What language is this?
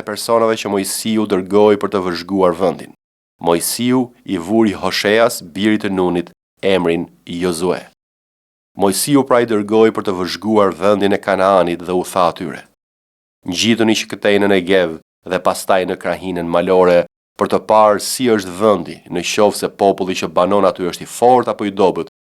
Albanian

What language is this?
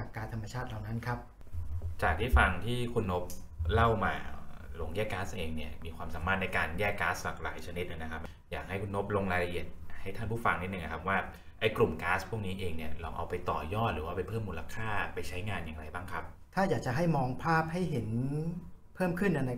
Thai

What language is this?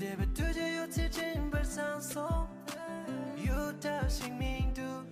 Tibetan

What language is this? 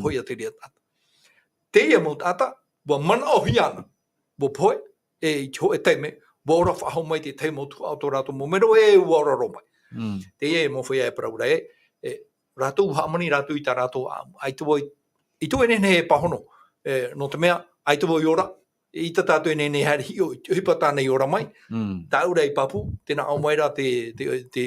Tahitian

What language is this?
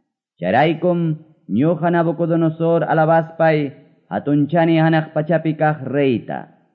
Quechua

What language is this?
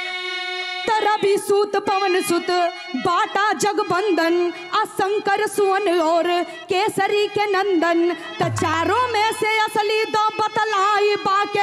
Bhojpuri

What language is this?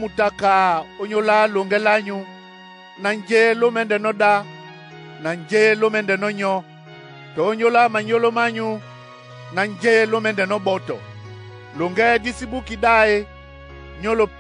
Duala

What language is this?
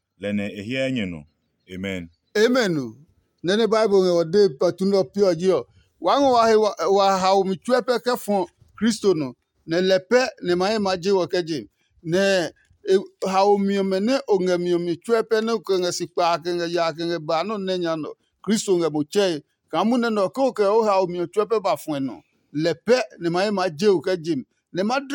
Adangme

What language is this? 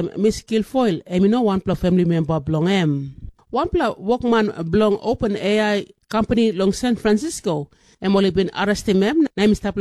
Tok Pisin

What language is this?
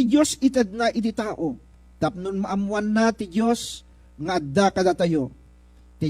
Iloko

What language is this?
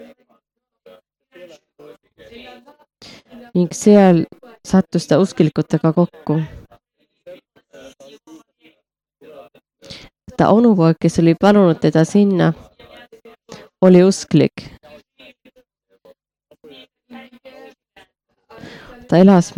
Estonian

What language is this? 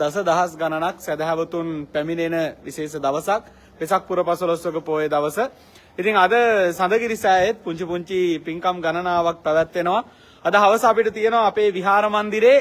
Sinhala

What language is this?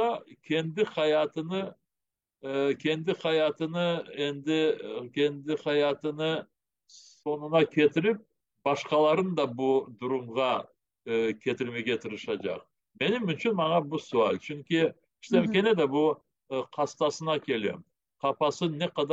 Crimean Tatar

